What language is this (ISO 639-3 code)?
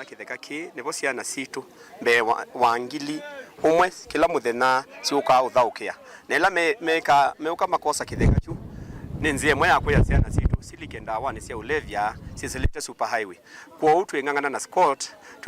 kam